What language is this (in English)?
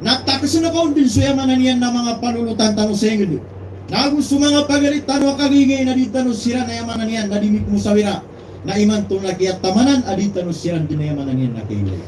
Maranao